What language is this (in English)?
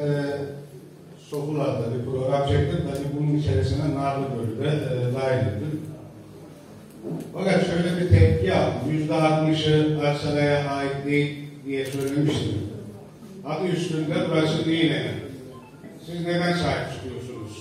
Turkish